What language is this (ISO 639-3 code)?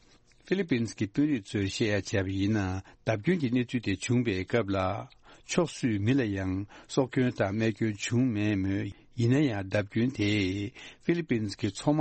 bod